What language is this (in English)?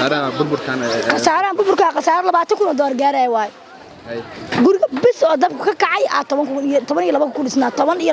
Somali